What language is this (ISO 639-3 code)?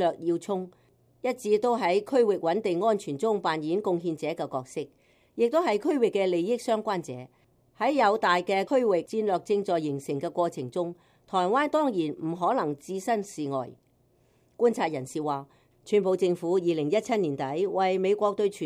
yue